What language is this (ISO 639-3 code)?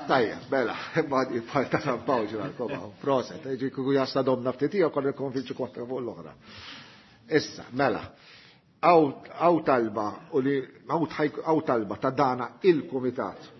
mlt